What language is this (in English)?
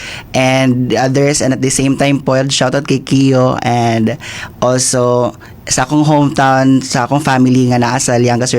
Cebuano